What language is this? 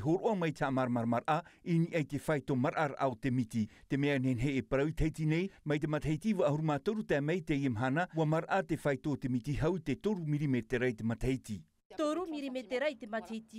Tahitian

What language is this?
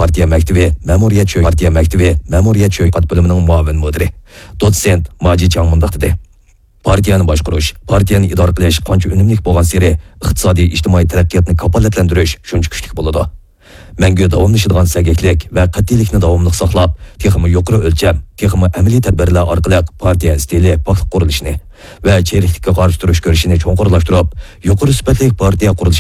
Uyghur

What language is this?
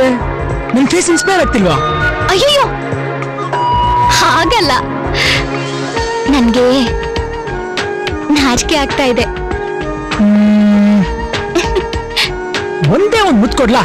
Kannada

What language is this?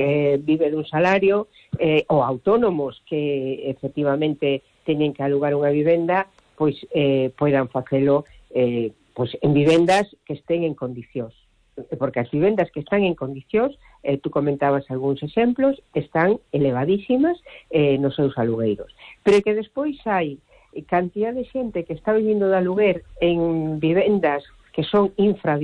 Galician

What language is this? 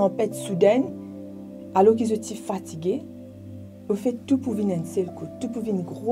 Morisyen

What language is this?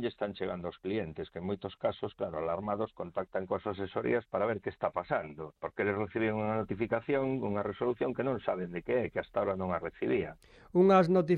Galician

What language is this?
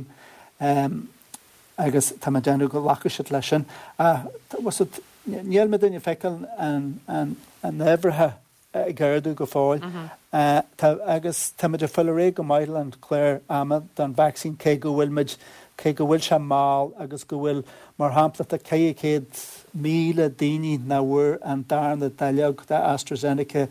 Irish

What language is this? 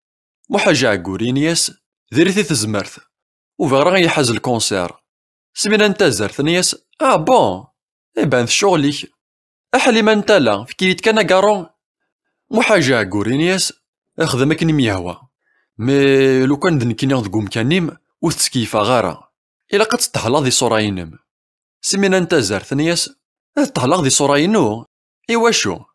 Kabyle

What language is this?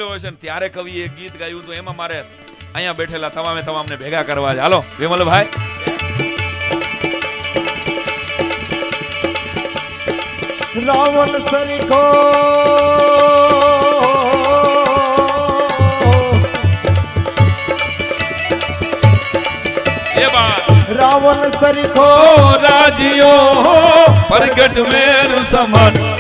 Gujarati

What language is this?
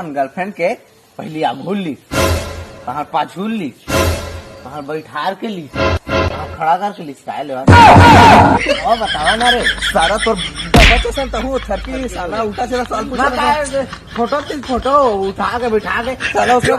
Chhattisgarhi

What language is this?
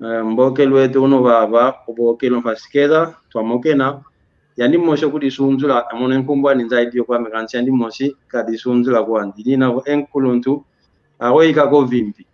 San Salvador Kongo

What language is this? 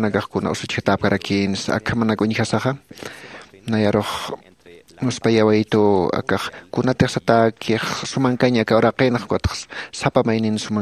Aymara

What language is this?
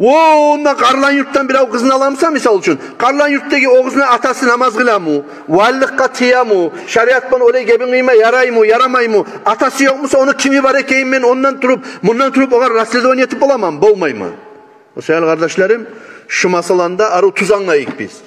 Kumyk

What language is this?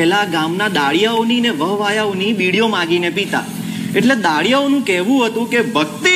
Gujarati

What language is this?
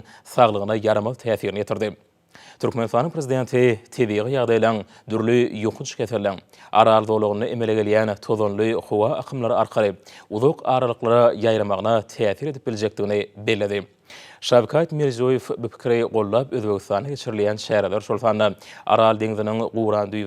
Turkmen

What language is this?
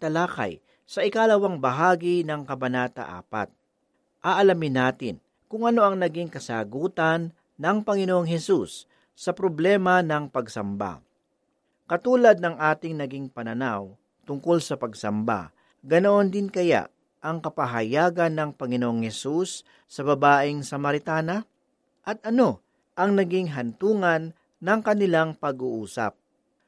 Filipino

